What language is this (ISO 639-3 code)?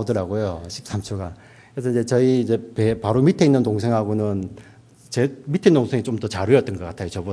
kor